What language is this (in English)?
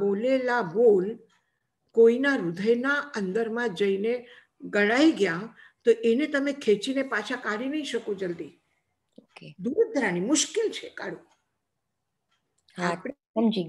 Gujarati